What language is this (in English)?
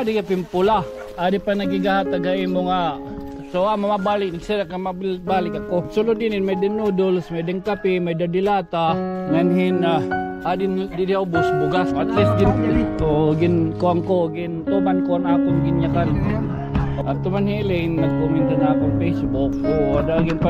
Waray